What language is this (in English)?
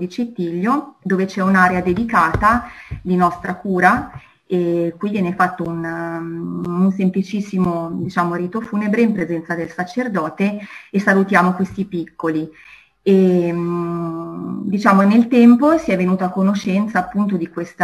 Italian